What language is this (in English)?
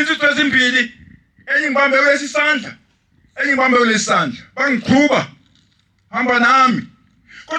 Zulu